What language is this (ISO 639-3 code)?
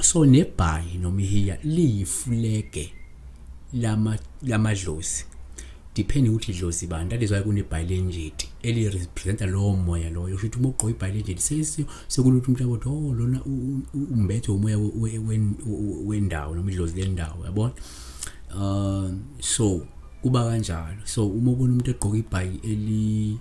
zul